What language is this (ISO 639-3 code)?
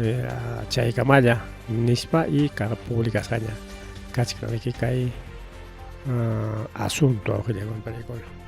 quy